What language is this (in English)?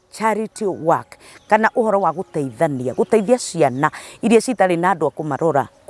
Kikuyu